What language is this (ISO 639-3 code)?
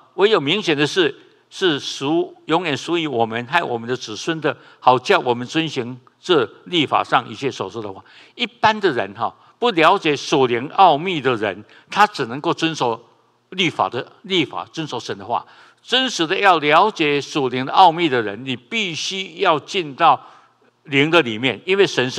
zho